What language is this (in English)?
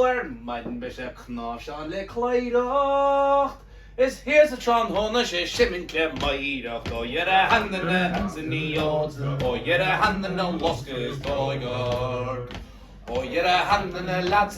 Irish